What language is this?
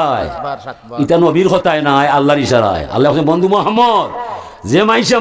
Sylheti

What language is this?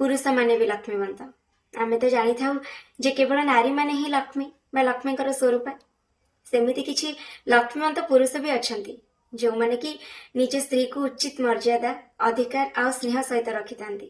Odia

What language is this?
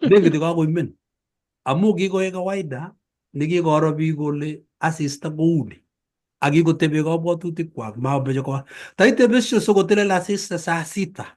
Kalenjin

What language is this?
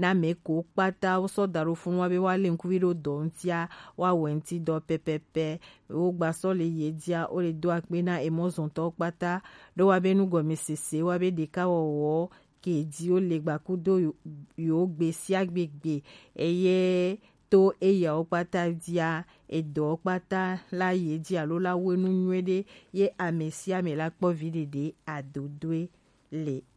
Gen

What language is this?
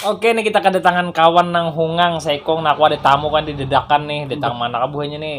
Banjar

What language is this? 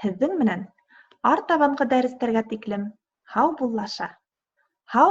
Bashkir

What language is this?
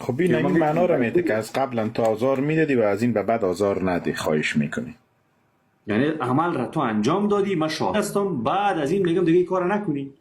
Persian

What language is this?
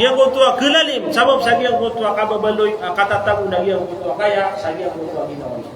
Maranao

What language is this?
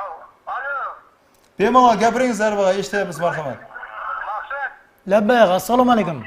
Kara-Kalpak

